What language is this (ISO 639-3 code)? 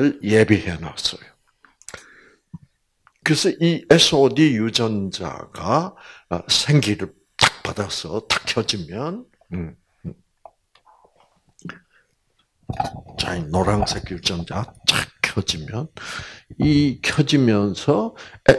kor